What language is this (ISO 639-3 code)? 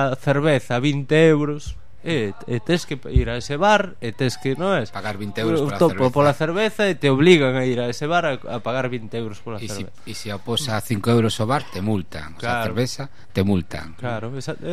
glg